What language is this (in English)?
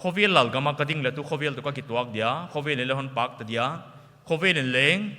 Paite Chin